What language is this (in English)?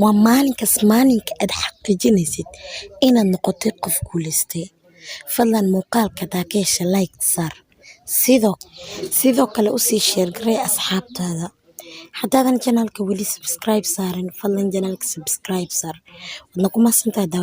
Somali